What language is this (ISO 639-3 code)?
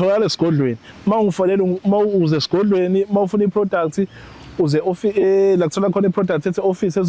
zul